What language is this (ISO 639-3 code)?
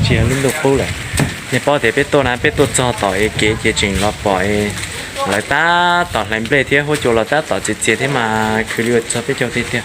hmn